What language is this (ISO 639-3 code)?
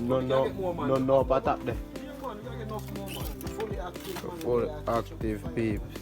jam